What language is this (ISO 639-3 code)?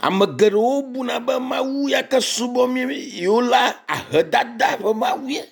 ewe